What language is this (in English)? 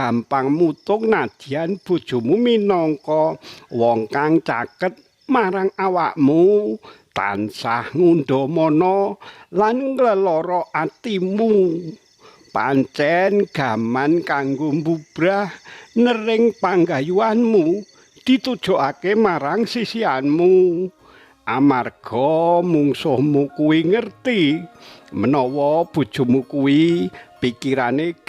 Javanese